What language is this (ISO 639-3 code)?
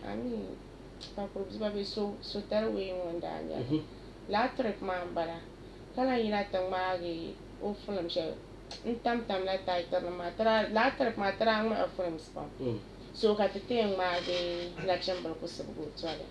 dag